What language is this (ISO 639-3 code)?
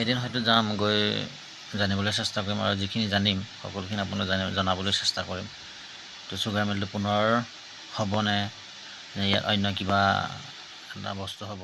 asm